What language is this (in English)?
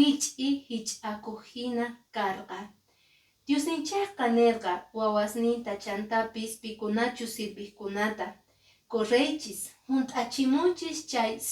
Quechua